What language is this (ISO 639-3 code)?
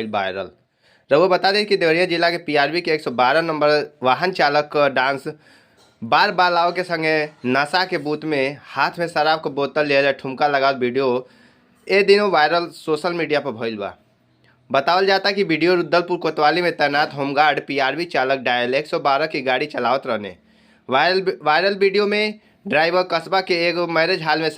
bho